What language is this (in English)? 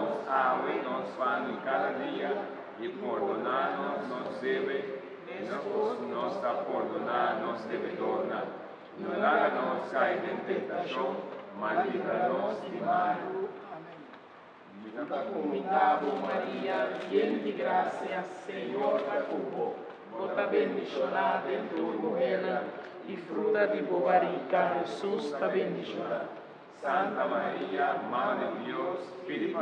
Papiamento